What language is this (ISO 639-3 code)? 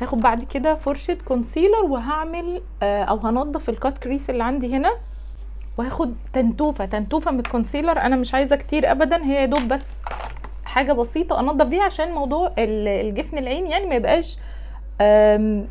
arz